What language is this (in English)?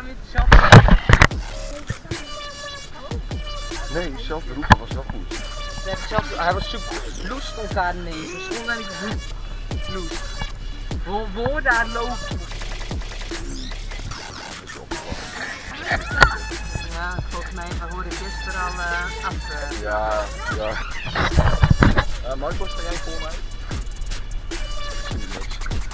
Dutch